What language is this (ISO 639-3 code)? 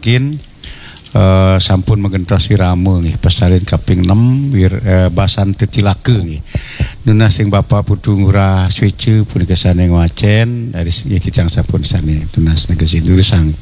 ban